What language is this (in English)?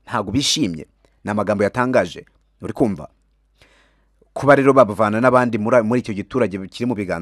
Kinyarwanda